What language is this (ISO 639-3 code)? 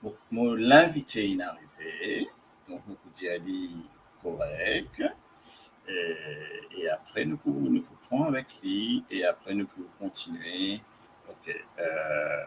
mfe